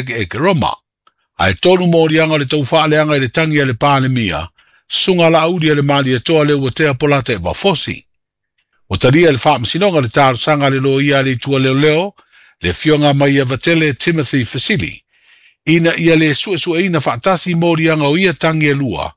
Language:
Samoan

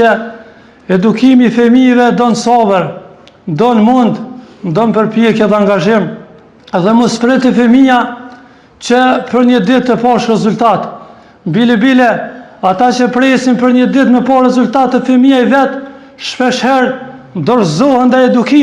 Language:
Albanian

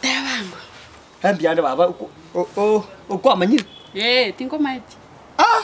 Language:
Gusii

